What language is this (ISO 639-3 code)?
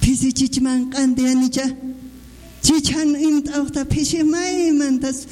aym